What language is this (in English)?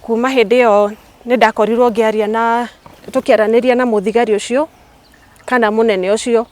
Kikuyu